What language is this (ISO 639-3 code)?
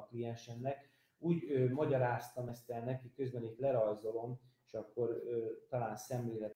hun